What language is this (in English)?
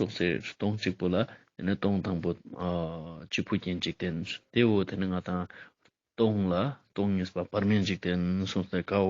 Ladakhi